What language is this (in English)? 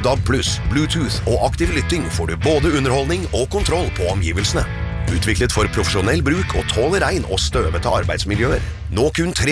Norwegian